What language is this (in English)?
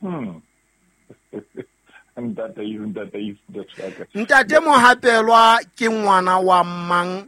Southern Sotho